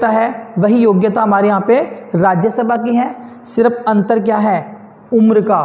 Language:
Hindi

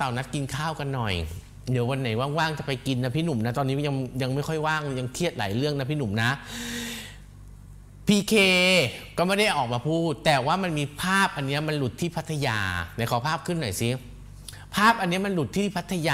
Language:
Thai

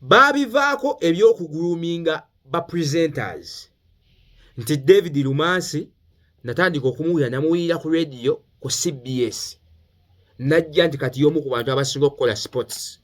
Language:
Ganda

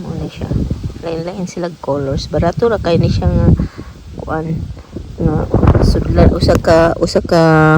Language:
Cebuano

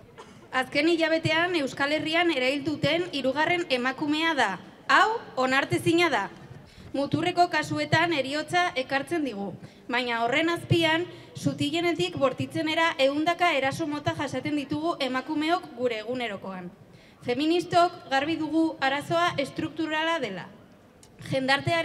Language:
Basque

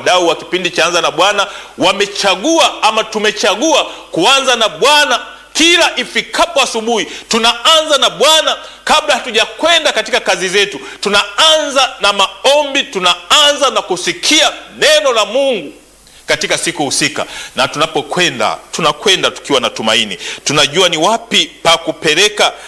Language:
Swahili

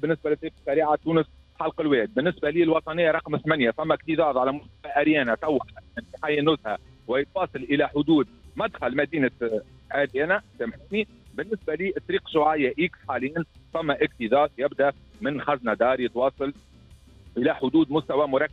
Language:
Tunisian Arabic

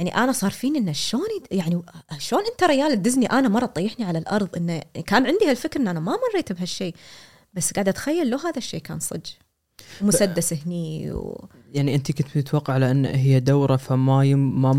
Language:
Gulf Arabic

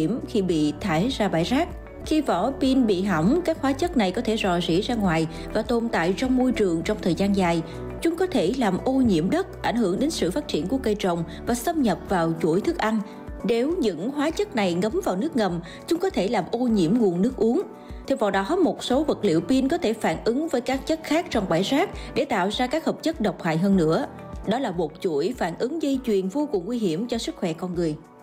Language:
Vietnamese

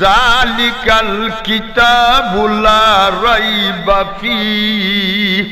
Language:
Sylheti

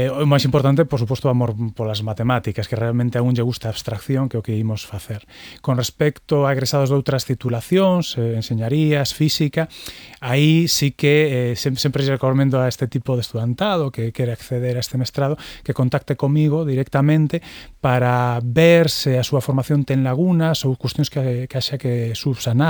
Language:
Galician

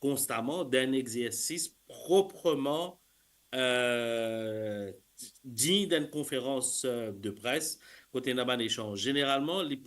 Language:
Morisyen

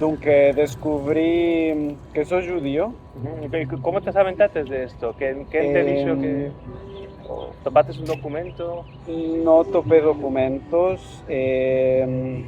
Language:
Ladino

